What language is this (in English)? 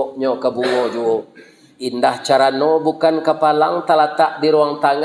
Minangkabau